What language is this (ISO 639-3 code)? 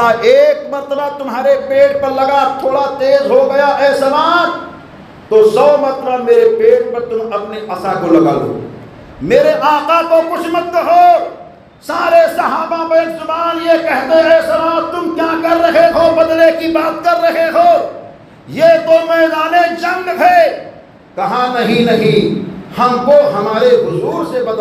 urd